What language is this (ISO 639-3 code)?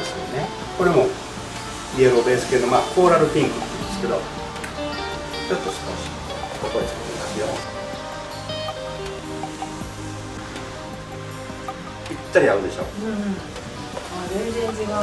jpn